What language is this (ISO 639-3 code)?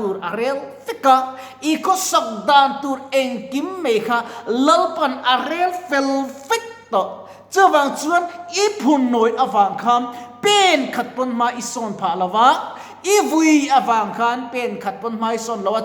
lus